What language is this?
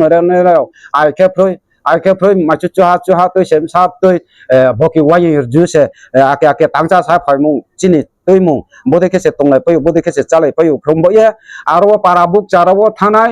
Riang (India)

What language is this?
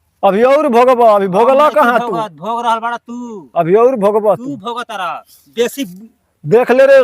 Bhojpuri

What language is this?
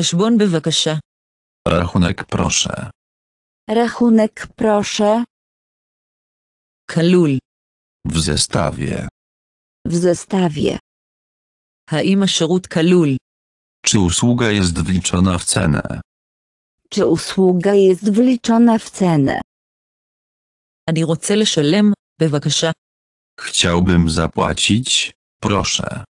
Polish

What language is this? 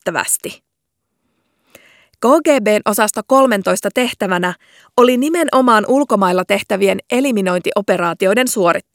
Finnish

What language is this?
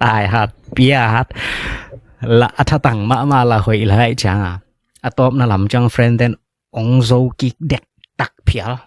Tedim Chin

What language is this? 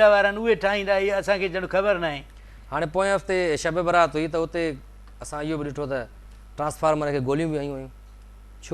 Sindhi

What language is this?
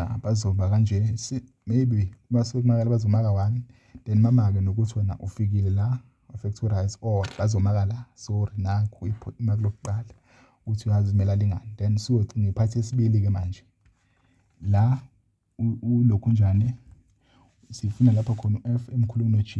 Zulu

